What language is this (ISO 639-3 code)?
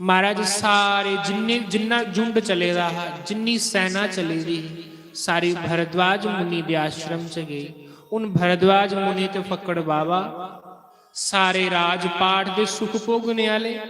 doi